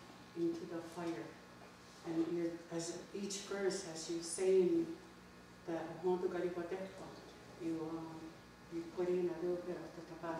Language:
Mohawk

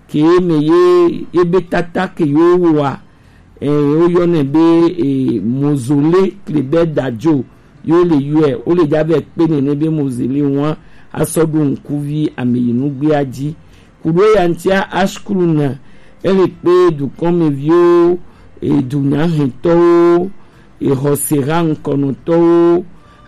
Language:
Gen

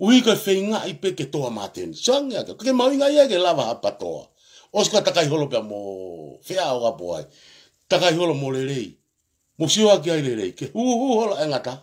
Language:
Tongan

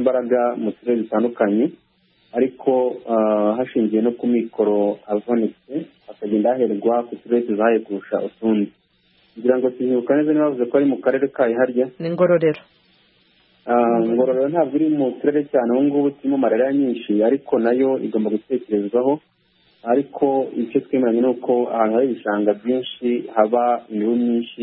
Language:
Kinyarwanda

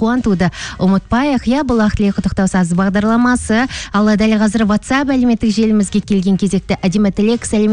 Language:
Kazakh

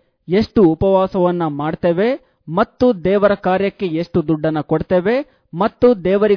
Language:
Kannada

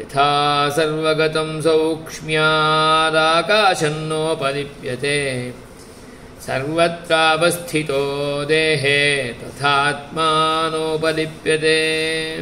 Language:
Sanskrit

